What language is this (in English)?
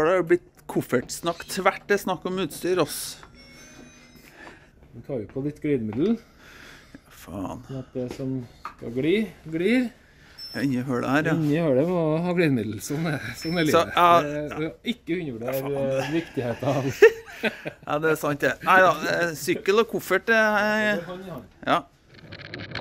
Norwegian